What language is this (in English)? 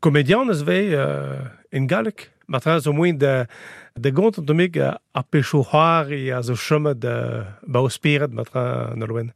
Breton